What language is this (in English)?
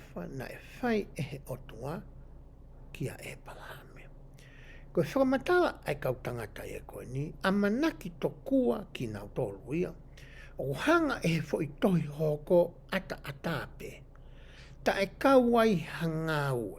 Tongan